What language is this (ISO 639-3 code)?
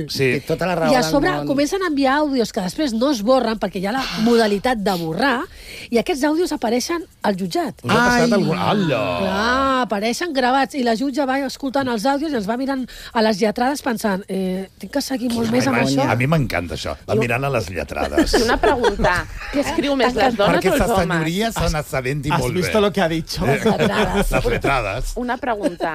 cat